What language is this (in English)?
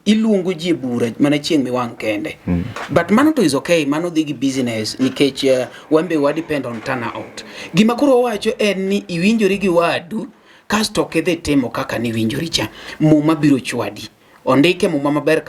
Luo (Kenya and Tanzania)